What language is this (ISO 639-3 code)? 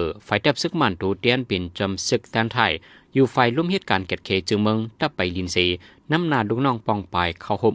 shn